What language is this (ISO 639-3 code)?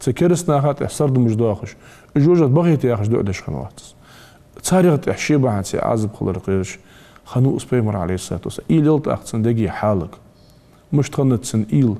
inh